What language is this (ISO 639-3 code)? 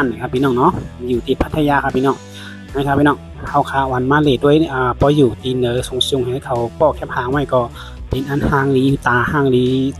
shn